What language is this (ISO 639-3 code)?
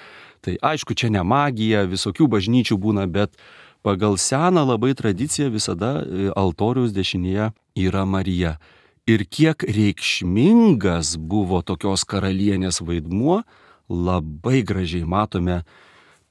lit